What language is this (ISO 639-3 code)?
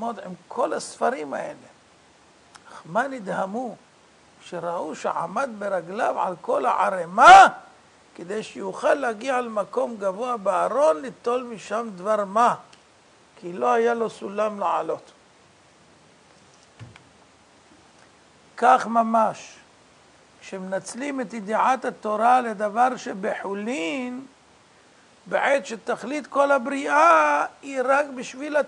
heb